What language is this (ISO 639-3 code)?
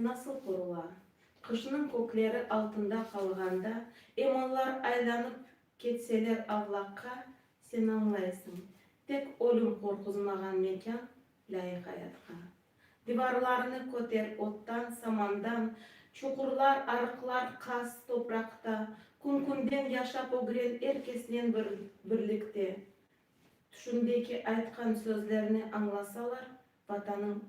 crh